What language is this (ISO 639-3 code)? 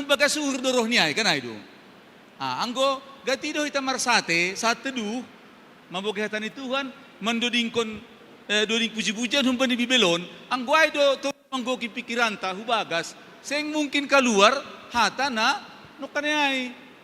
bts